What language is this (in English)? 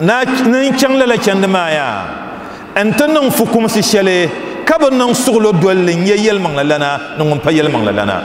Dagbani